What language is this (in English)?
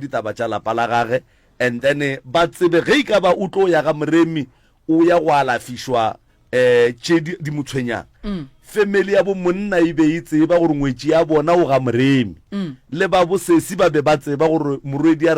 Northern Sotho